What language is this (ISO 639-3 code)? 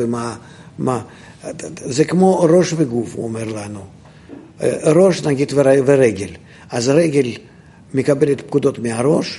heb